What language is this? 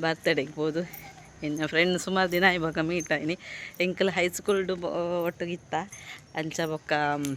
Tulu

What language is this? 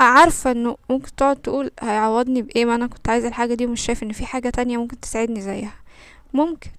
Egyptian Arabic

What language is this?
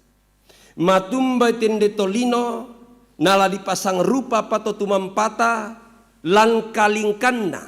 Toraja-Sa'dan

